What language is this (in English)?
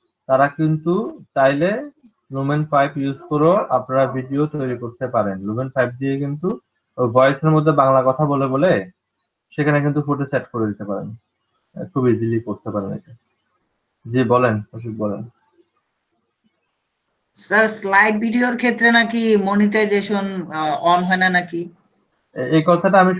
Bangla